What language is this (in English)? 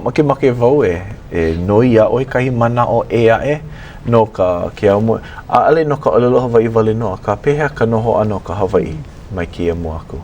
Hawaiian